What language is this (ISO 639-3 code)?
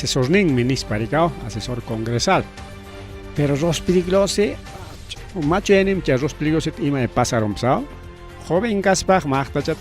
quy